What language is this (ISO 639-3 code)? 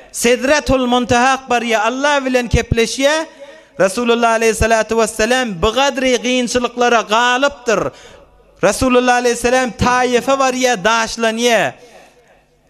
tuk